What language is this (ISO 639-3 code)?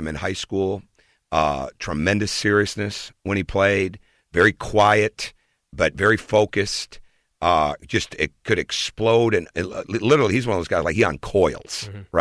eng